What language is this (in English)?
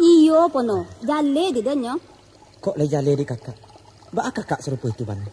Minangkabau